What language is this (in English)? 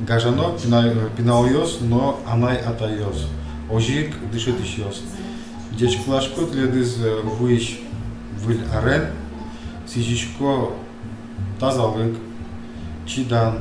Udmurt